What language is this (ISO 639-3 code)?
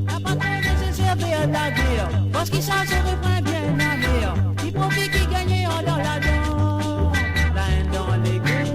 mfe